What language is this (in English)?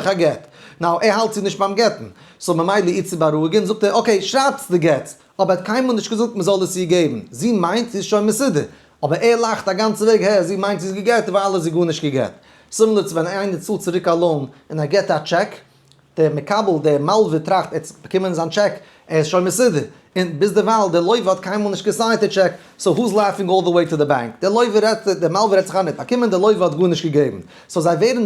Yiddish